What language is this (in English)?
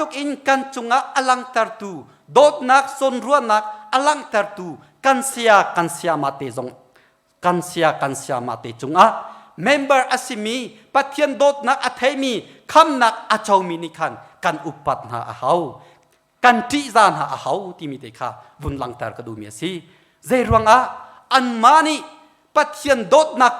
Hakha Chin